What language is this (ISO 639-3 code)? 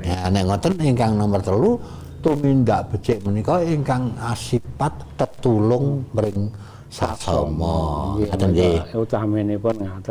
jav